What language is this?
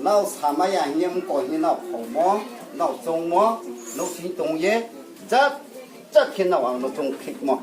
Riang (India)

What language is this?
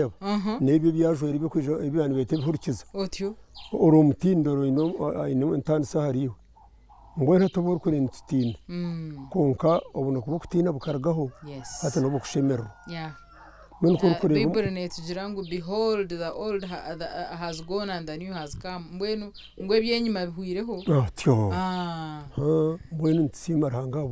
Nyankole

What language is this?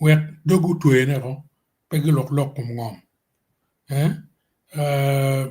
Acoli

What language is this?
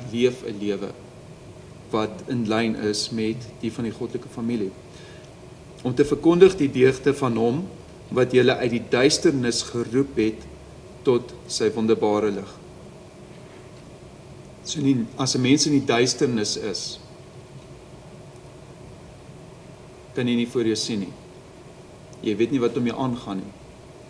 Afrikaans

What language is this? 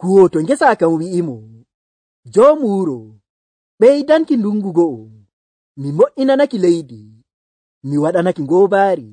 Nigerian Fulfulde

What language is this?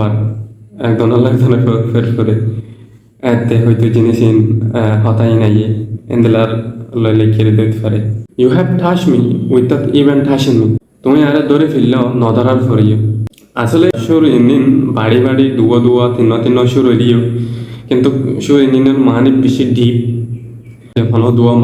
Rohingya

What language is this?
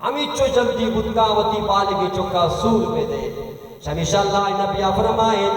Baluchi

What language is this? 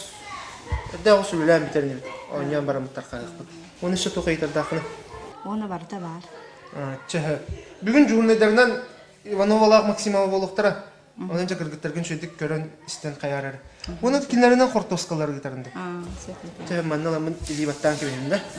Yakut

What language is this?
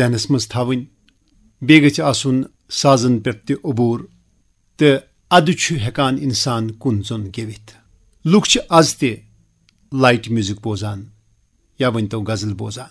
Kashmiri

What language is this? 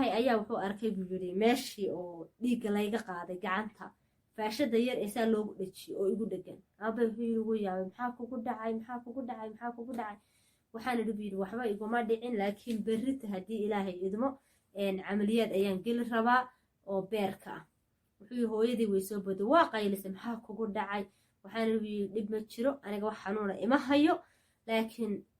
Somali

